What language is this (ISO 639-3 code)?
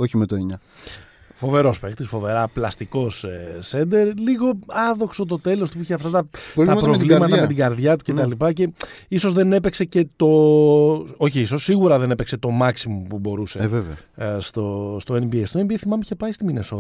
ell